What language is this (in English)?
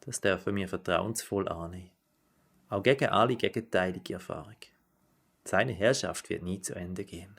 Swiss German